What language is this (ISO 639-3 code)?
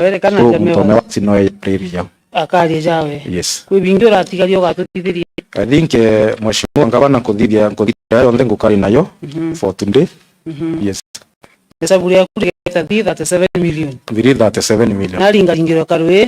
mer